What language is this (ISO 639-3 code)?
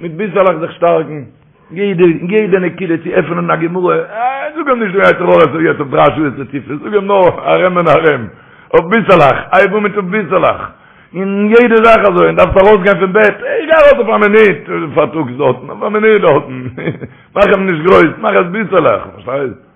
yid